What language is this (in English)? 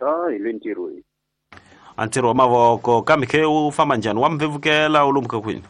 Tsonga